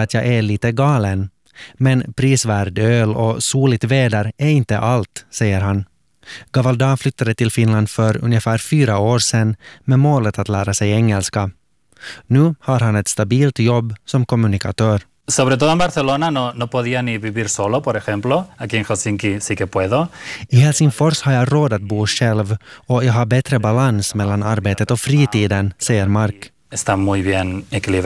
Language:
Swedish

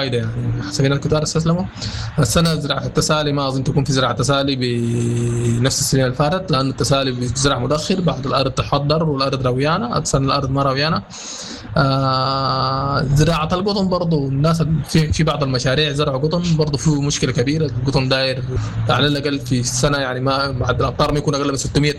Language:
Sudanese Arabic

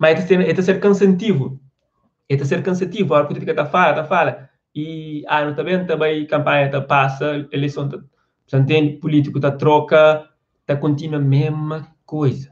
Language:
Kabuverdianu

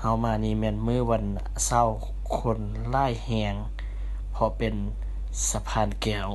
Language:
Lao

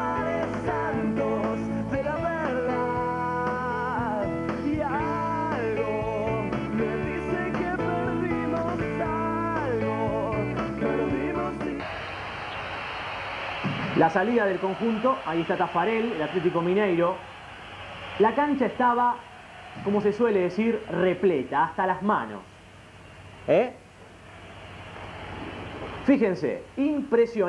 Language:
Spanish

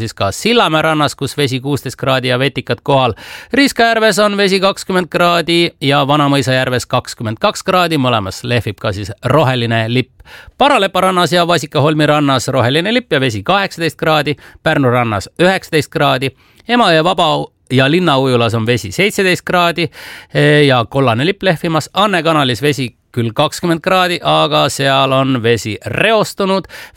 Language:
Estonian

